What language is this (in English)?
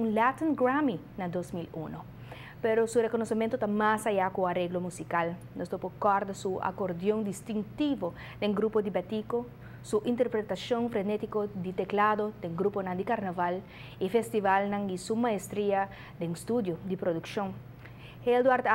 Papiamento